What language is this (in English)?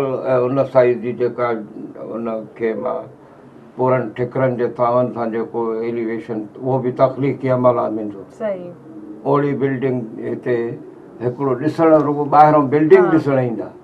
Sindhi